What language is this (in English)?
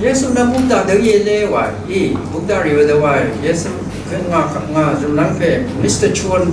Rawang